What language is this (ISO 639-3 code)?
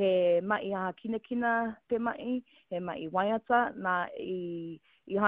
mri